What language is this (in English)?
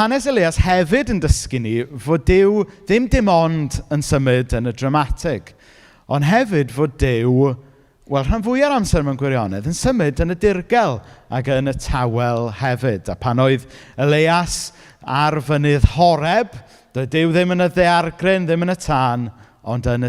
Welsh